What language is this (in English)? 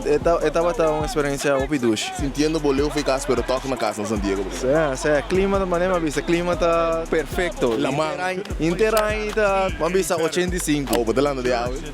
Papiamento